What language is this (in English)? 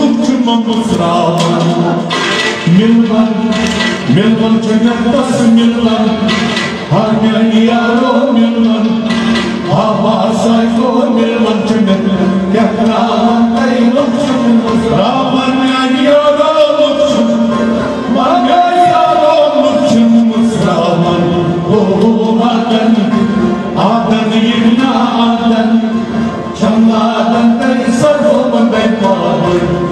Kashmiri